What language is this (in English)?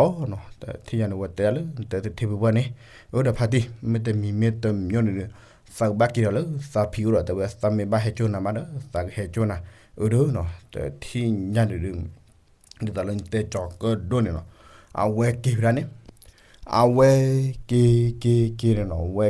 S'gaw Karen